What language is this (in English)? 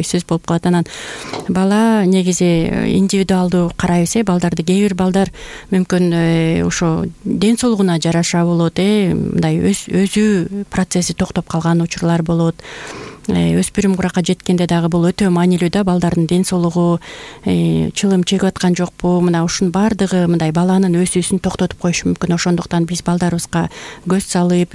Kyrgyz